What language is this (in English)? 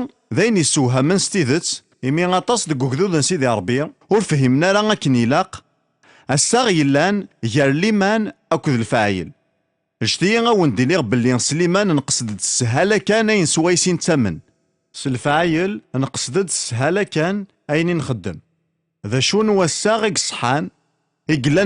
Kabyle